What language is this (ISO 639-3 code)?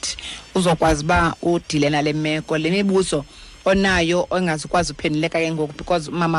xho